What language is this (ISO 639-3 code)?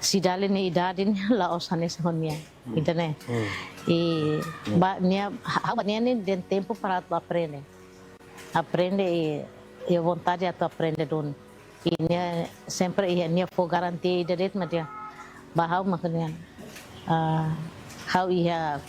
tet